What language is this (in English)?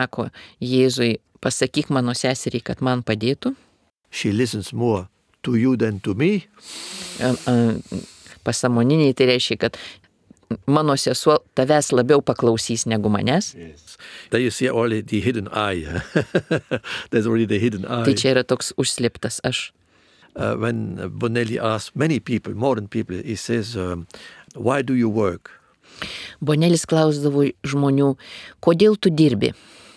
Lithuanian